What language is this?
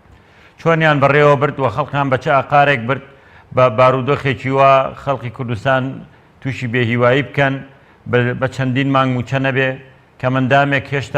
Central Kurdish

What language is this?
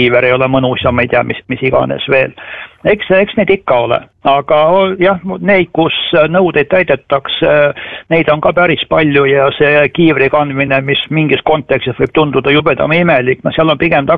Estonian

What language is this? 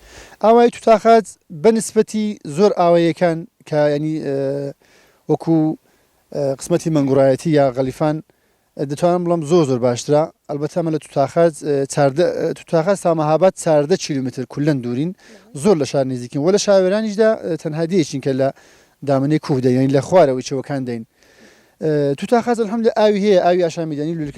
Central Kurdish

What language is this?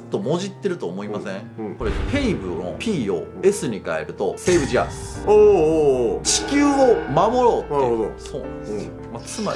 Japanese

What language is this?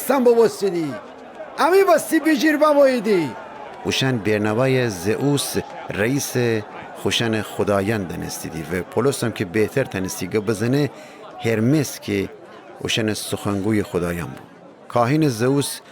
Gilaki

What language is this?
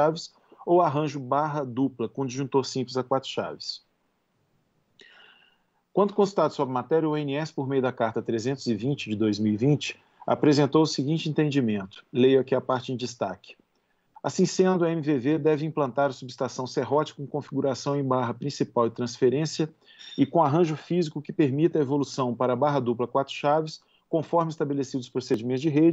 Portuguese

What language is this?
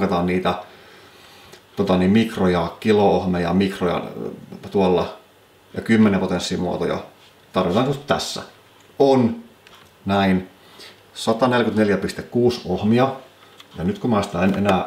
Finnish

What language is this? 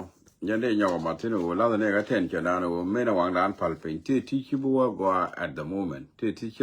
Nuer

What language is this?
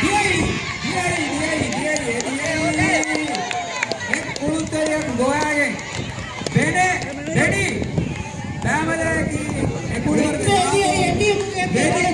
Divehi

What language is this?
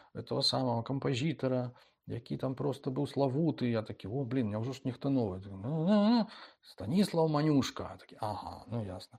Belarusian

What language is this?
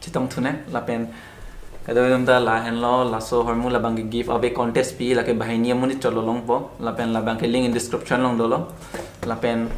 Karbi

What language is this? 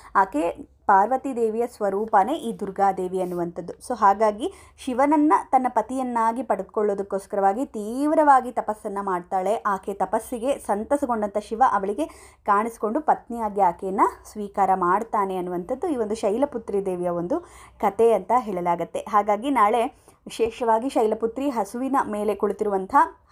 Kannada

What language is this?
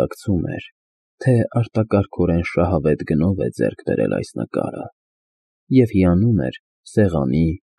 Armenian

